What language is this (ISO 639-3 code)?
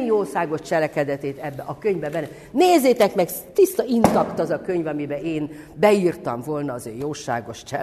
hun